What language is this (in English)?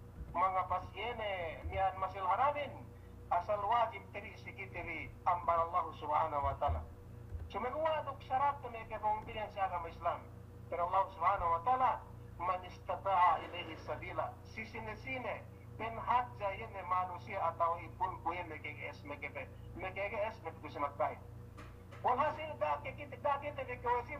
Yakan